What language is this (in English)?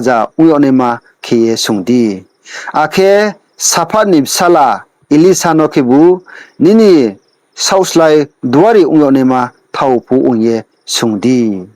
Riang (India)